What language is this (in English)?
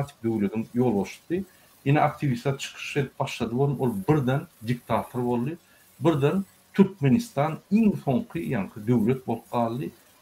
Turkmen